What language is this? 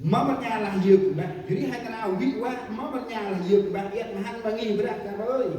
Central Mnong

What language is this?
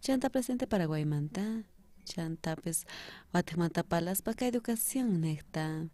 South Bolivian Quechua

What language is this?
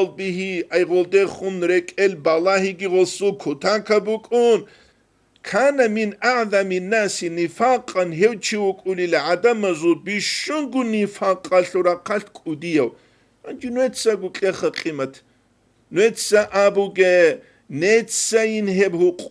Avaric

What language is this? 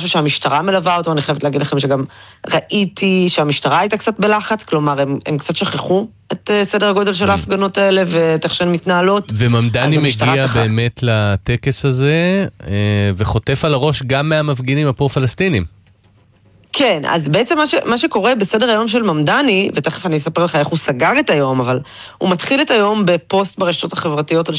Hebrew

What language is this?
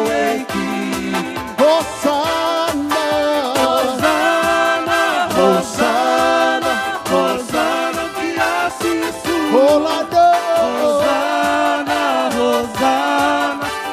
Tongan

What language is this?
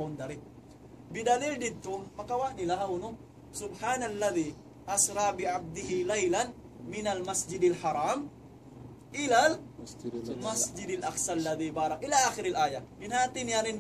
Tausug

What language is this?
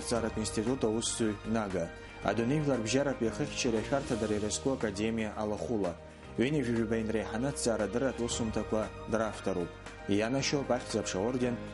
Abkhazian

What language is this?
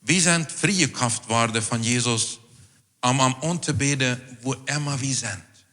Plautdietsch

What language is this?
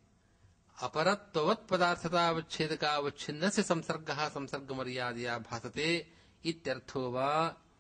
Sanskrit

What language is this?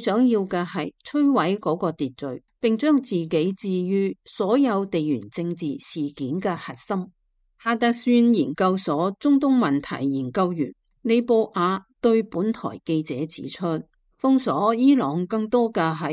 Cantonese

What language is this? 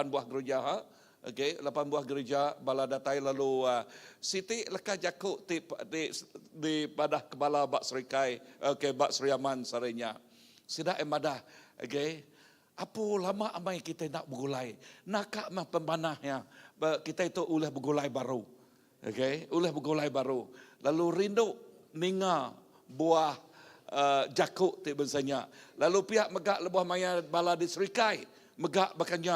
Iban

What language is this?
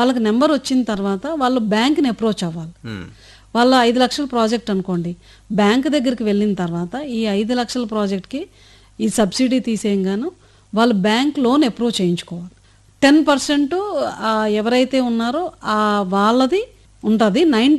Telugu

